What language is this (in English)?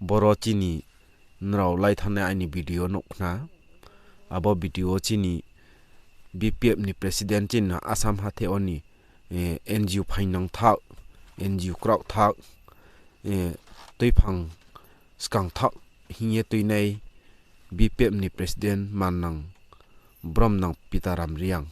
Riang (India)